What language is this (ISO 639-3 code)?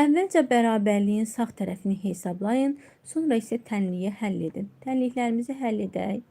aze